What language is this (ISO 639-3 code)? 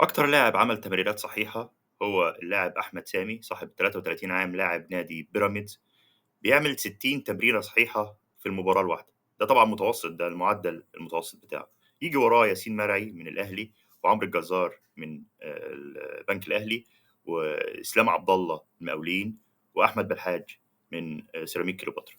arz